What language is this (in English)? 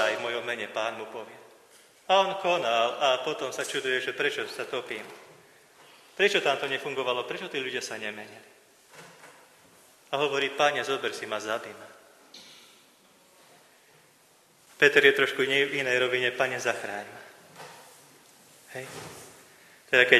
Slovak